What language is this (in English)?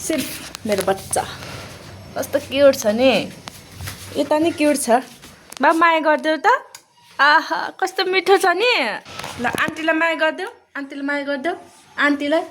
Nepali